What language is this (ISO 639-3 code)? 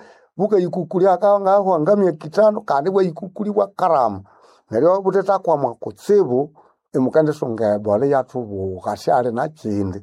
nnb